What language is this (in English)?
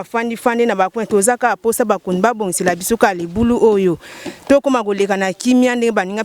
Lingala